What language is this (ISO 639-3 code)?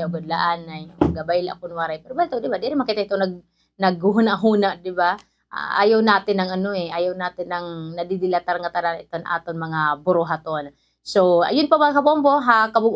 war